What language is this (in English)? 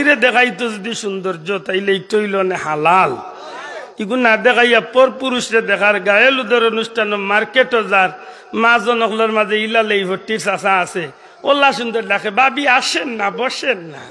Sylheti